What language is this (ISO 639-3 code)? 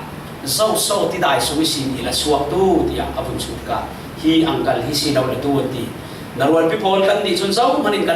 cfm